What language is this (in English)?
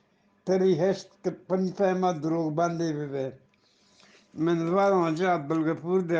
Eastern Balochi